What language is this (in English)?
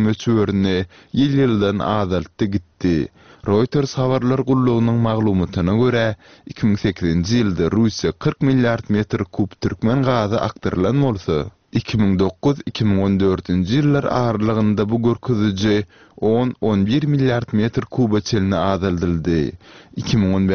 Turkmen